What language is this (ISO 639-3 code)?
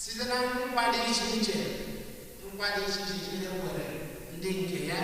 ibo